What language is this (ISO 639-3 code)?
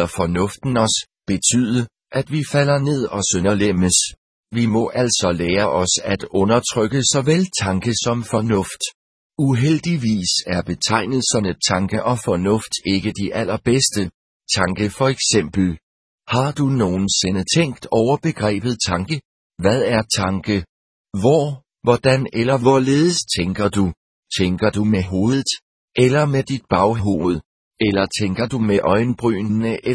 dan